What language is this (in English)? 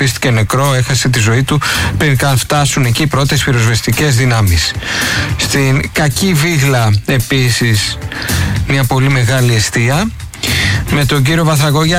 Greek